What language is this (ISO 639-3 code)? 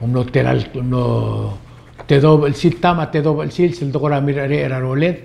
pau